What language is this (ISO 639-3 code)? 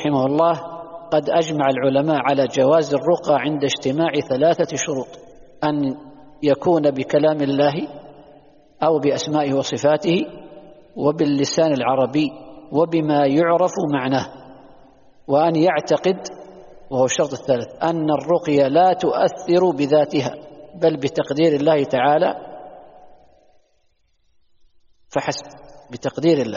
ara